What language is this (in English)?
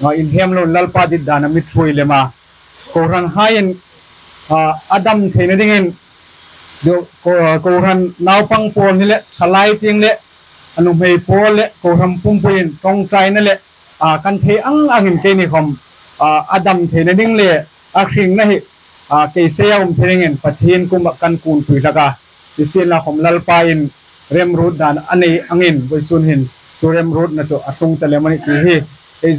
Hmar